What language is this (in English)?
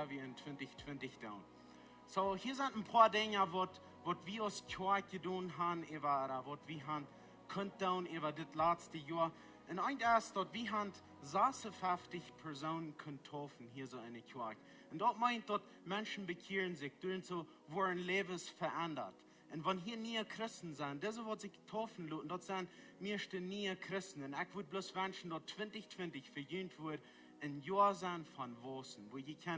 Plautdietsch